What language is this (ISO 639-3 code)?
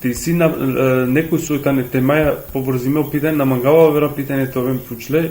rmn